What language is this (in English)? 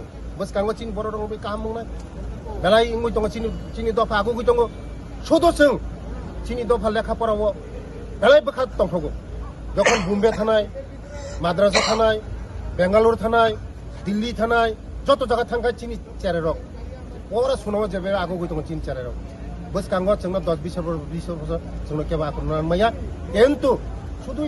Kok Borok